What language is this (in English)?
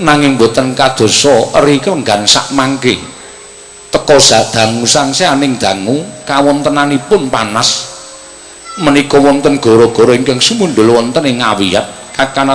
Javanese